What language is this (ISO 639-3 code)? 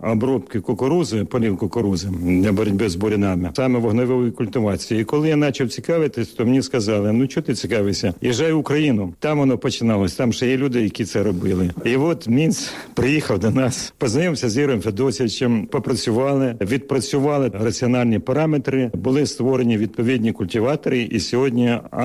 ukr